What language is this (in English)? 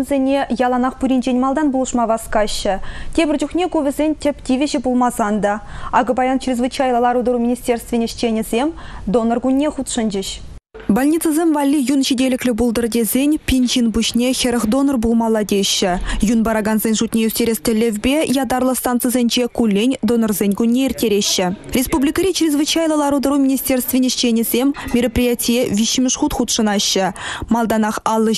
Chuvash